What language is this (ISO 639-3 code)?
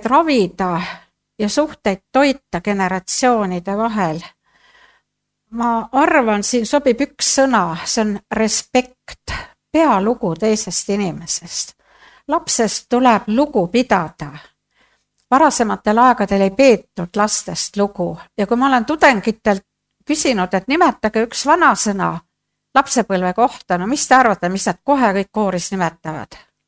est